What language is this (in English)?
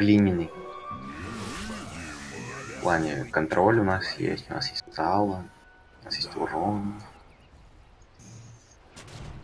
Russian